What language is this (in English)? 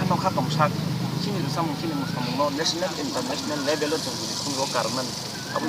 Kok Borok